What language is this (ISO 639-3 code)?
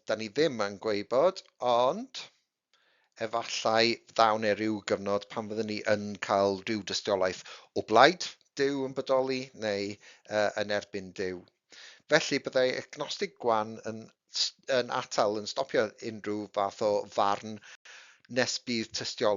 cym